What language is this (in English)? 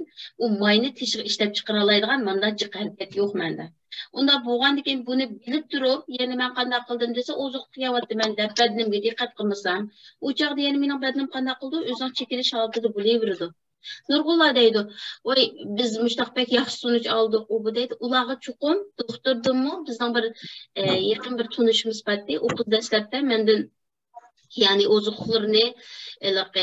Uyghur